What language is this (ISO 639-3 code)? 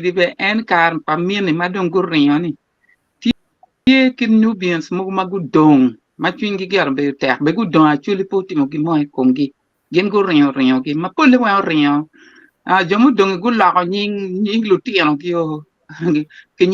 ach